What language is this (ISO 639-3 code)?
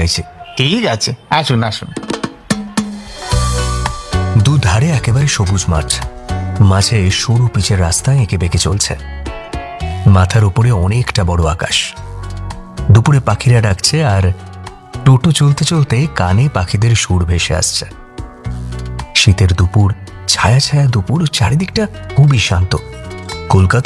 ben